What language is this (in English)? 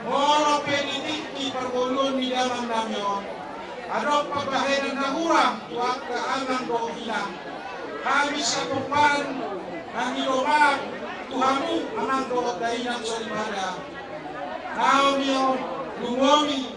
Batak Toba